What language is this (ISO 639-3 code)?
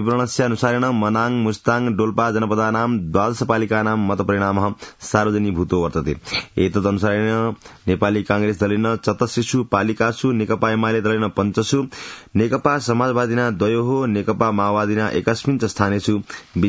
san